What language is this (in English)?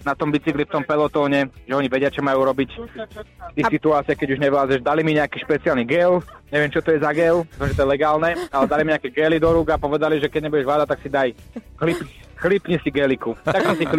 Slovak